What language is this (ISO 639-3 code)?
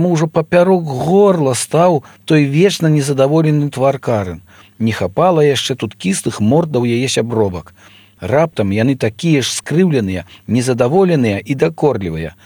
bel